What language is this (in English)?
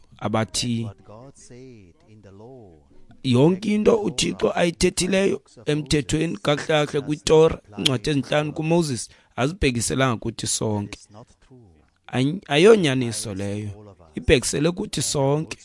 Xhosa